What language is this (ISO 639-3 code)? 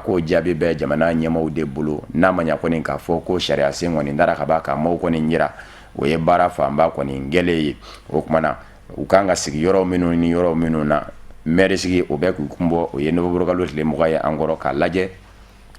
bam